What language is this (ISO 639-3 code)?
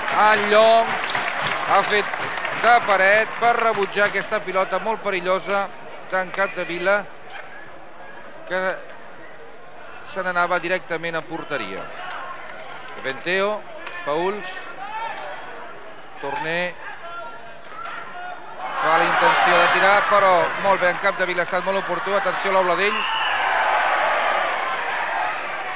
cat